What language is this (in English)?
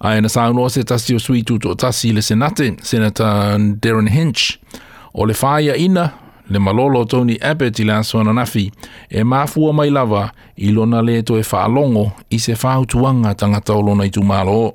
Samoan